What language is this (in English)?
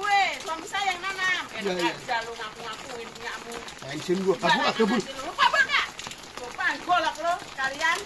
Betawi